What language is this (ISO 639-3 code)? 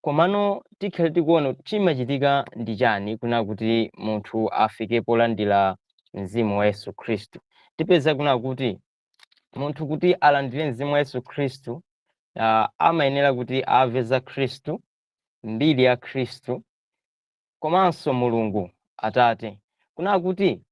nya